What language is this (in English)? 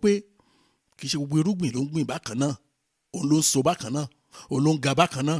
Yoruba